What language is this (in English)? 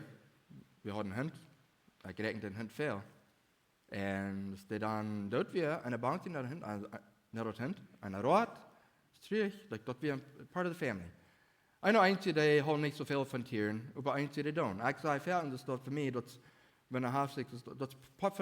Plautdietsch